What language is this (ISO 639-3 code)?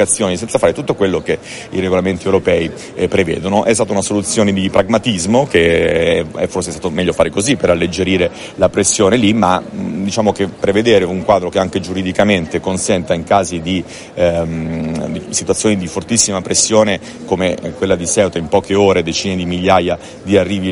ita